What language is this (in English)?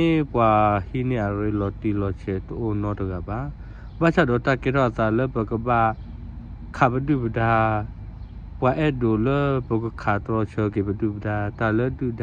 S'gaw Karen